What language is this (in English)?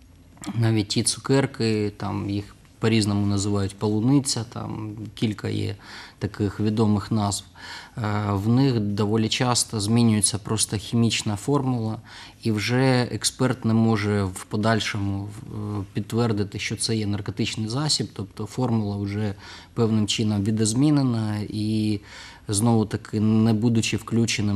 Ukrainian